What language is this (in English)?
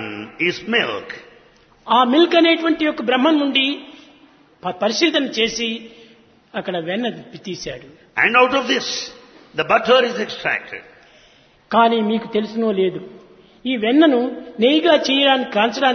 Telugu